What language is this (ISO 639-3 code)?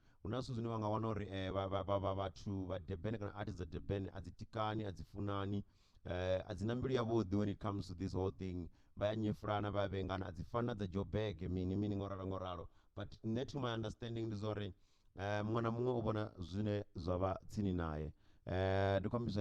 ven